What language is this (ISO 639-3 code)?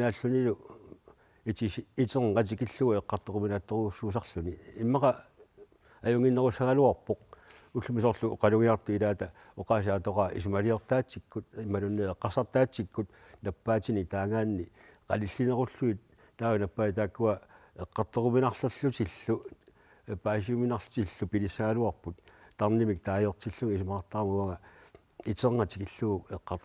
kal